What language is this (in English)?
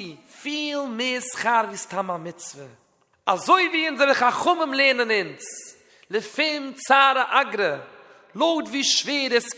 Yiddish